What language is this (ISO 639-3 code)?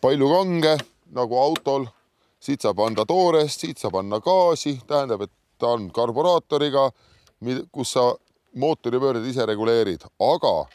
est